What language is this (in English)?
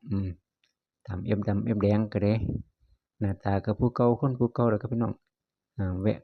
Northeastern Thai